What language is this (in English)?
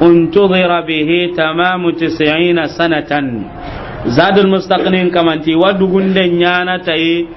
Soninke